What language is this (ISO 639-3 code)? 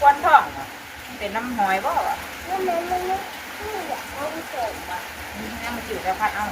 tts